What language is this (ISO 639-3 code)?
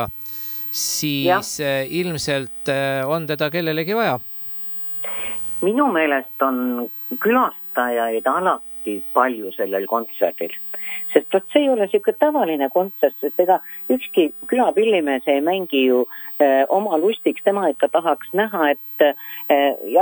est